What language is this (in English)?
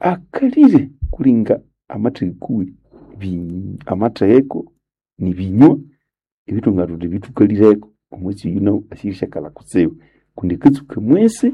Nande